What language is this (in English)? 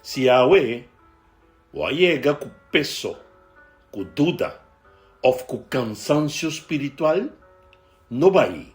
Papiamento